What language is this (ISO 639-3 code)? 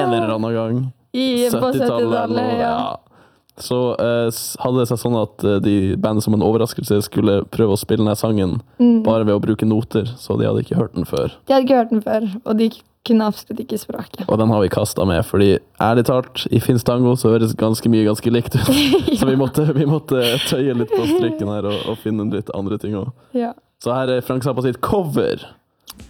nor